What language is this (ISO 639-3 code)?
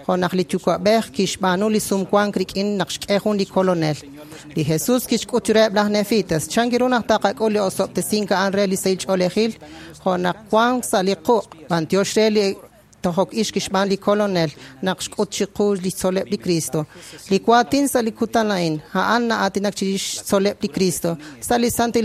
kek